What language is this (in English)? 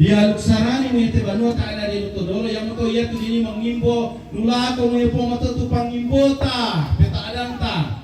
Toraja-Sa'dan